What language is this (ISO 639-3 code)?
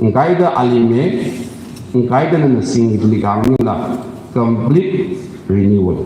nmf